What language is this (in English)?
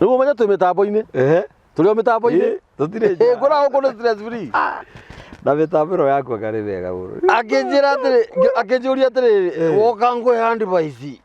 Kikuyu